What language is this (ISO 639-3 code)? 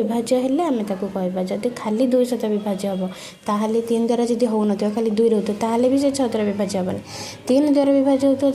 ori